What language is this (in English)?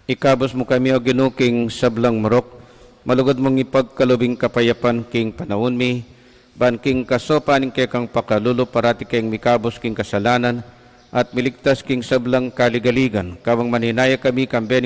Pampanga